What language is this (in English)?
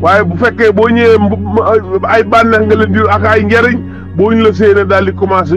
Wolof